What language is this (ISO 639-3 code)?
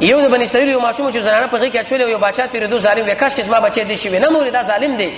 pus